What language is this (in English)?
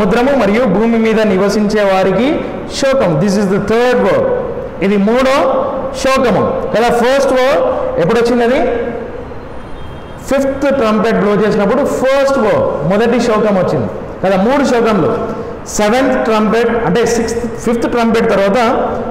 Telugu